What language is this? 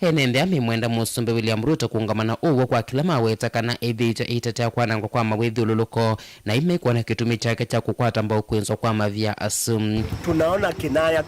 Kamba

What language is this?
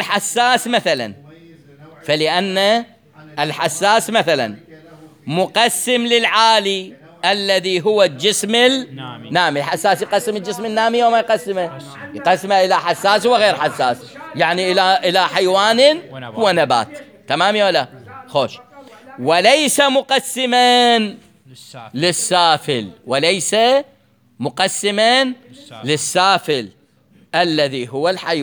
Mesopotamian Arabic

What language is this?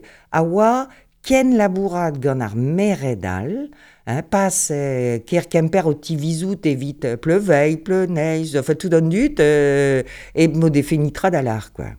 Breton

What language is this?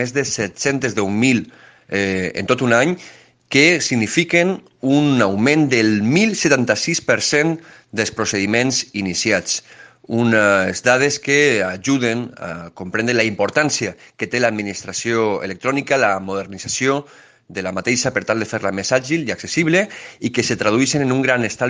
Catalan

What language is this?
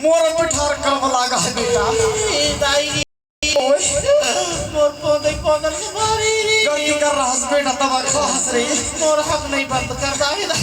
Chhattisgarhi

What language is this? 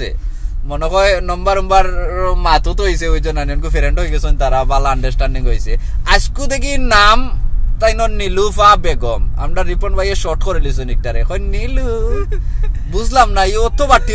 Sylheti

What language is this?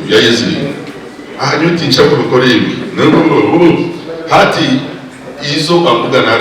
Nyankole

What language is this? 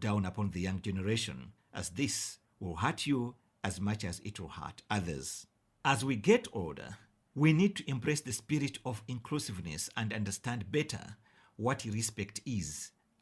English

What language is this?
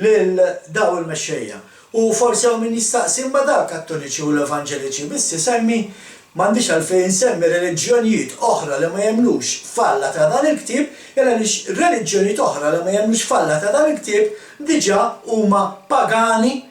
Maltese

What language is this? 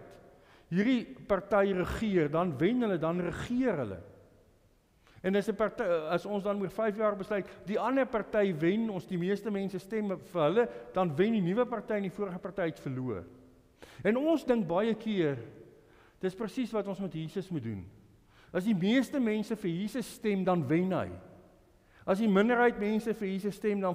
Afrikaans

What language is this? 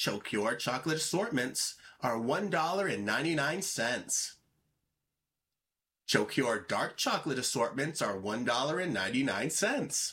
English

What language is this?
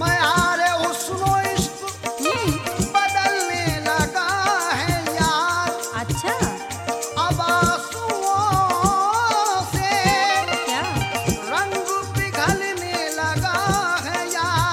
Hindi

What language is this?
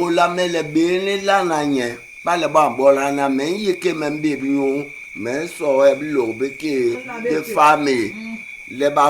Basaa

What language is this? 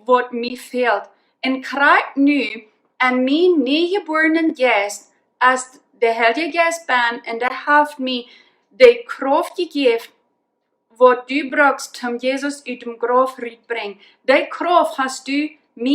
Plautdietsch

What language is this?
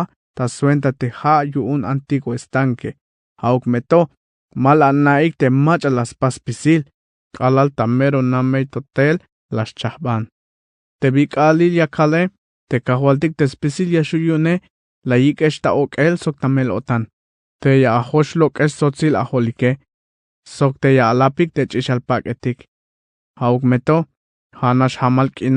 Tzeltal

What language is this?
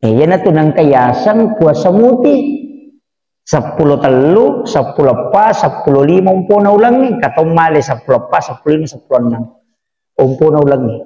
Buginese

